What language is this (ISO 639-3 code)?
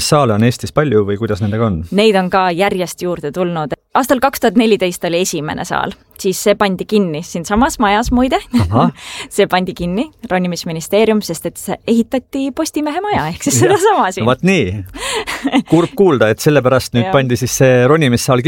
est